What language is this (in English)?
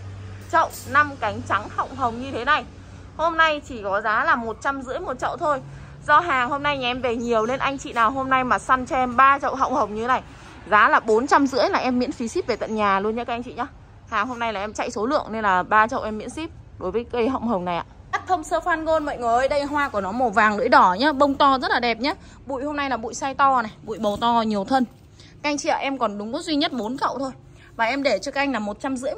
Vietnamese